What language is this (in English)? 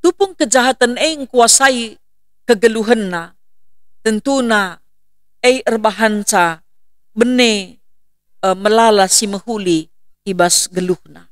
Batak Karo